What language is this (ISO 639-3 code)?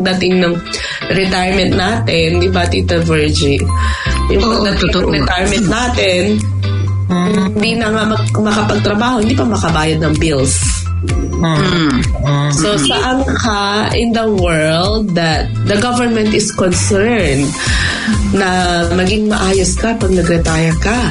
fil